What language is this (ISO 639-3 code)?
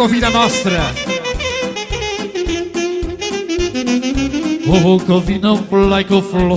ron